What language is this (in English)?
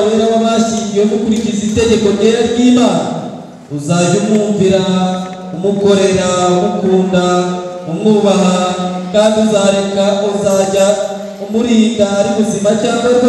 Kinyarwanda